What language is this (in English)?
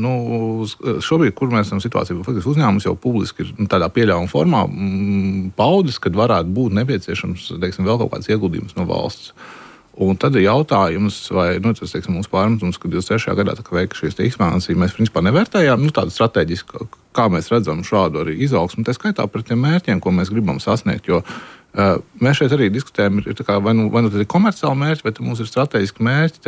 Latvian